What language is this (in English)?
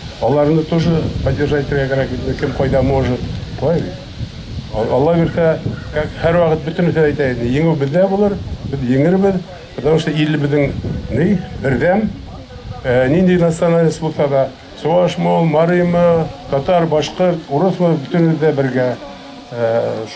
Bashkir